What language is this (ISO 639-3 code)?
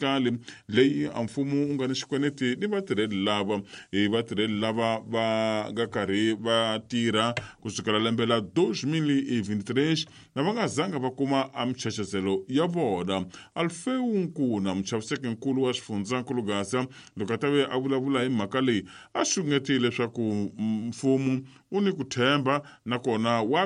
tso